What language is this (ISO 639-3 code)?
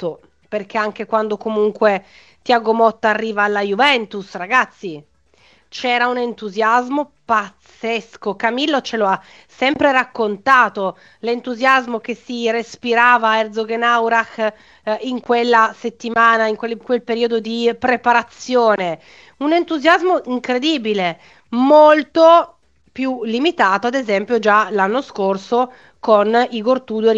ita